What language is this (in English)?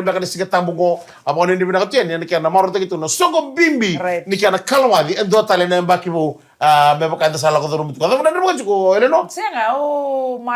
Fijian